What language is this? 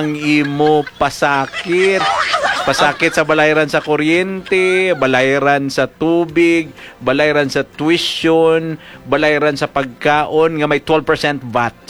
Hiligaynon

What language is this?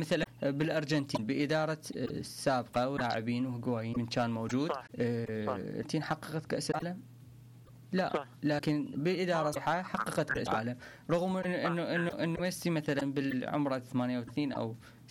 Mesopotamian Arabic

